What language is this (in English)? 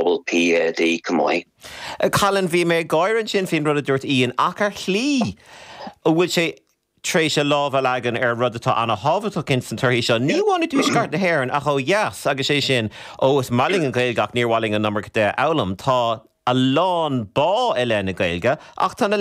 Irish